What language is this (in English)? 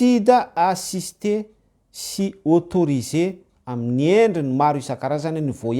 Malagasy